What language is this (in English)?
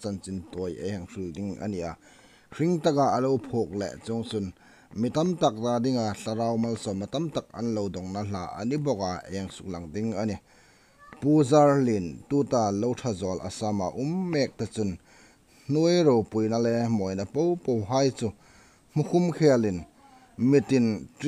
Hmar